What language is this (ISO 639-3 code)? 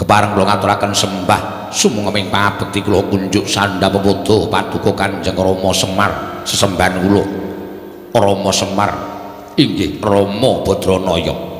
jav